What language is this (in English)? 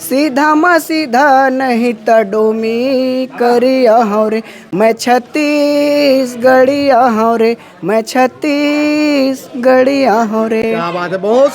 Chhattisgarhi